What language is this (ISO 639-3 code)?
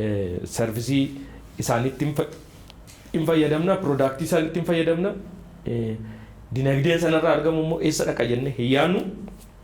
orm